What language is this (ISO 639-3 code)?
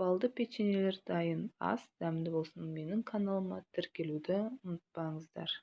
kaz